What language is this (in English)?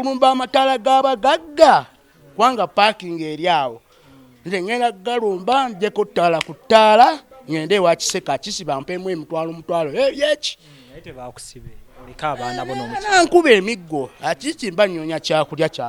Ganda